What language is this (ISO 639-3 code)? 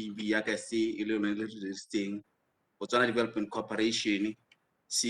tsn